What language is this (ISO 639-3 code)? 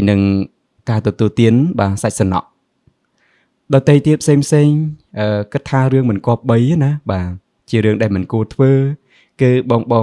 khm